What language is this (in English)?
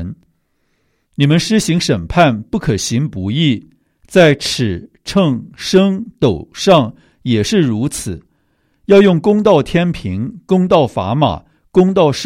Chinese